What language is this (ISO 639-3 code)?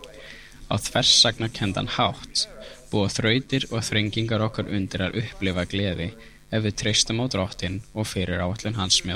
isl